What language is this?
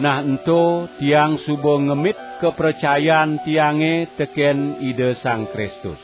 Balinese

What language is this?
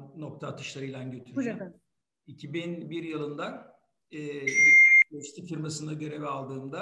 Turkish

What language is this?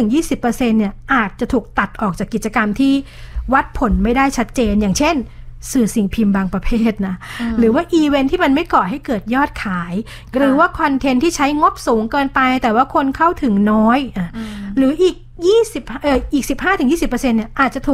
Thai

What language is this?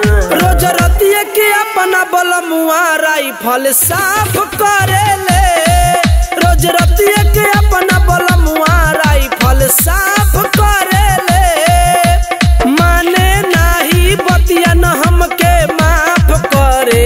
Bhojpuri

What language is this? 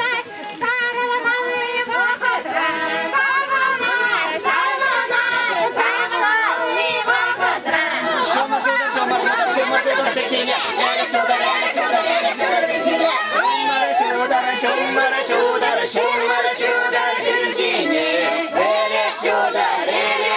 Chuvash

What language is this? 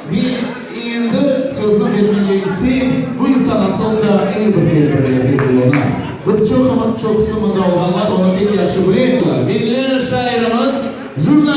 Crimean Tatar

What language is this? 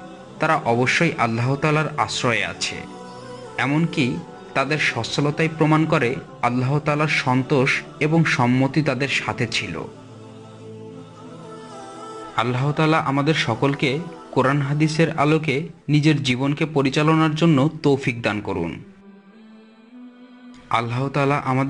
Bangla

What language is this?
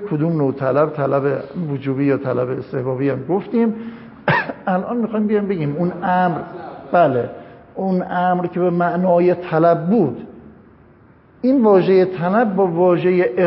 Persian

